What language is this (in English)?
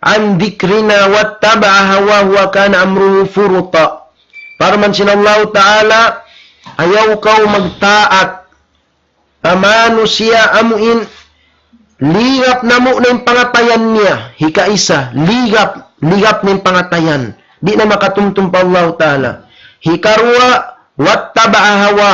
Tausug